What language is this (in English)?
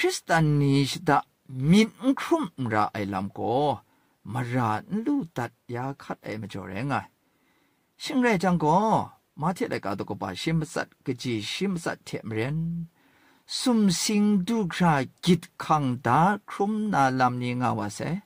Kachin